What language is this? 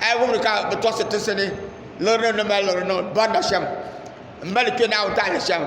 Dagbani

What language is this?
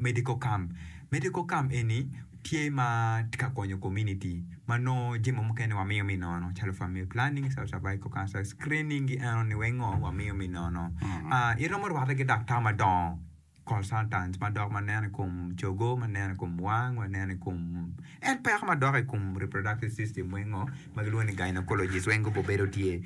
Acoli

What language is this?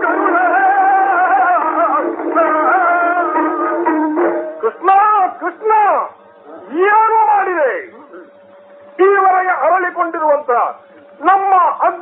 Kannada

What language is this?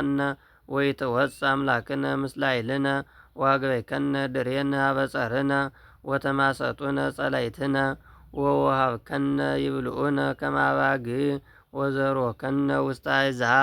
Geez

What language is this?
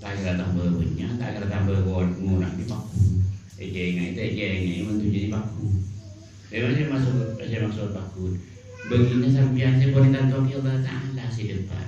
Madurese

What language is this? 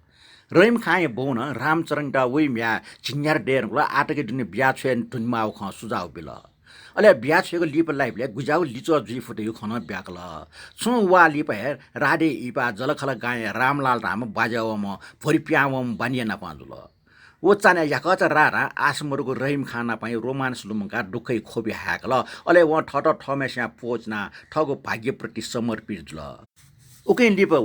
Newari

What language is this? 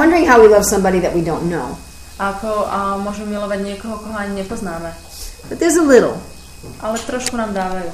Slovak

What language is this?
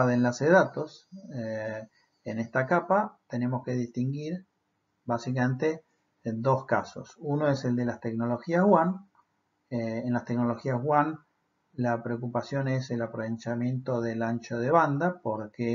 Spanish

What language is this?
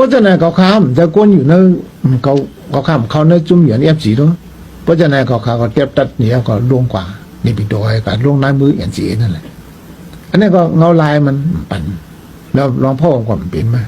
Shan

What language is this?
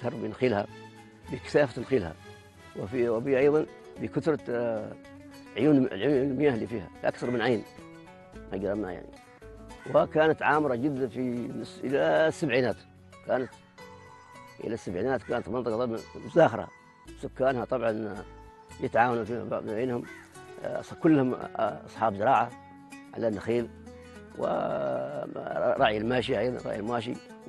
Arabic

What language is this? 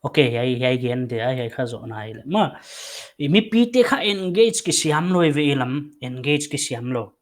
Paite Chin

